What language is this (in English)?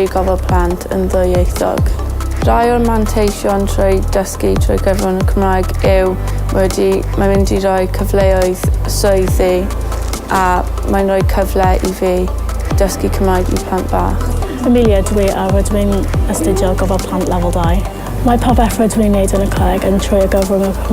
Welsh